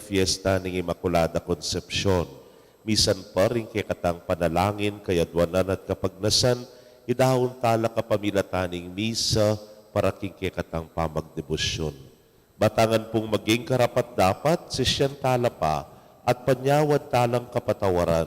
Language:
Pampanga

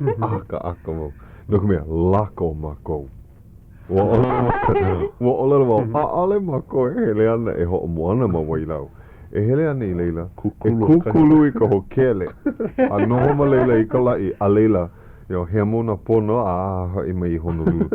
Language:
Hawaiian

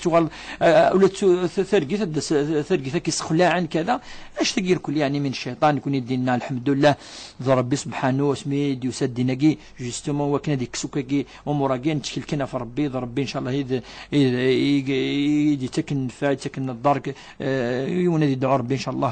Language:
Kabyle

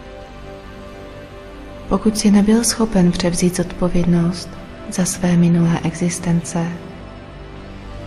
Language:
Czech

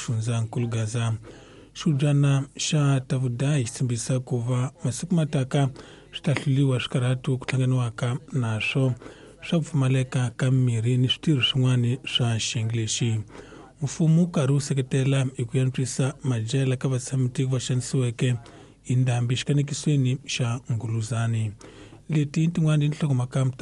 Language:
Tsonga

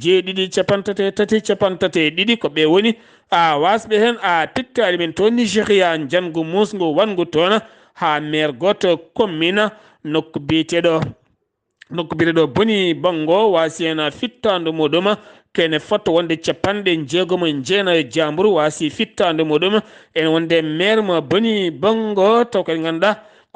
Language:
Fula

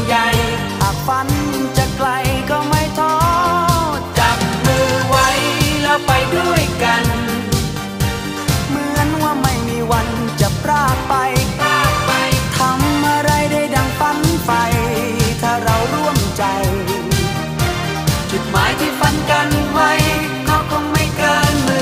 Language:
Thai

